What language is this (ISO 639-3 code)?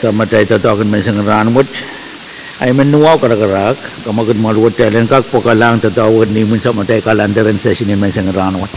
pon